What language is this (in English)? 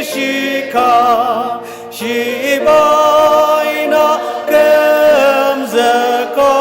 Ao Naga